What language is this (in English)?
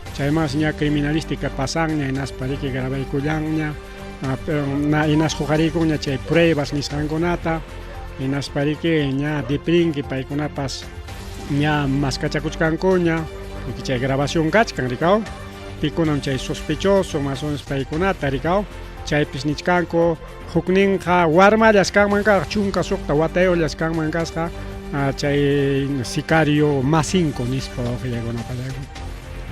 Ayacucho Quechua